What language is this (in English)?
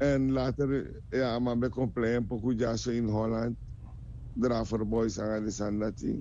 Sranan Tongo